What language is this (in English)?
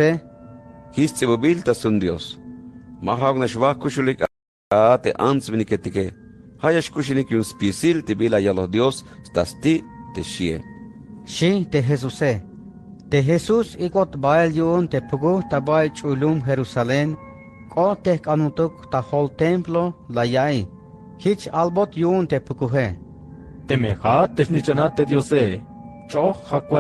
Tzeltal